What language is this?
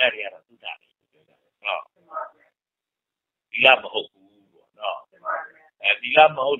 Burmese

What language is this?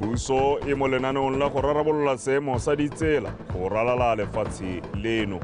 Tswana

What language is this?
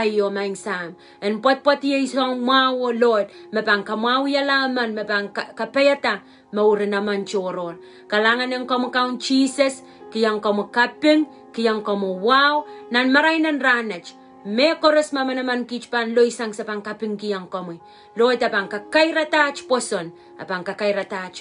Pohnpeian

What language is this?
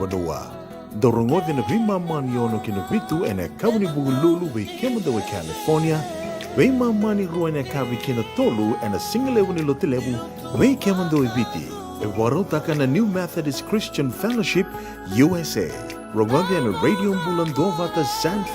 Fijian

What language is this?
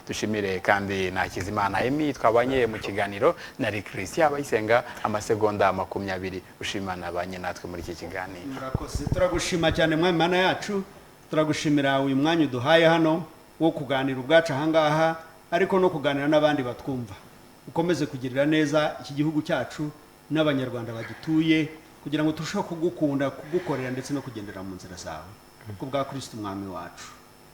Kinyarwanda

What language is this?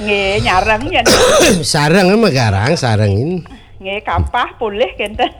Balinese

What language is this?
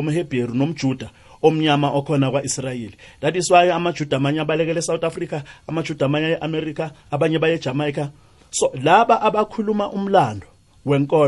South Ndebele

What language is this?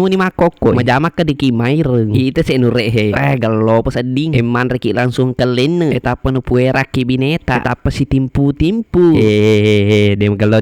Buginese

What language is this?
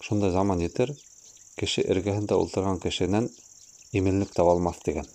Bashkir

